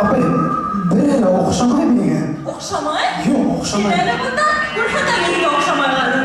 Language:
Bashkir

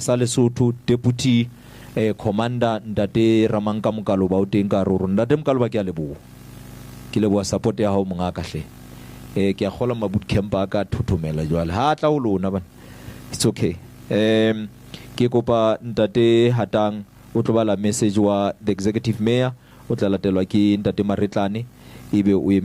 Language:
Southern Sotho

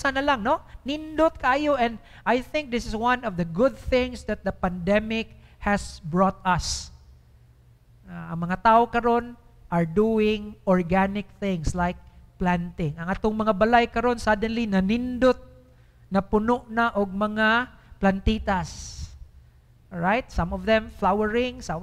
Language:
Cebuano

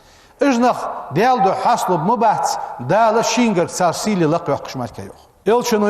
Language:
Ingush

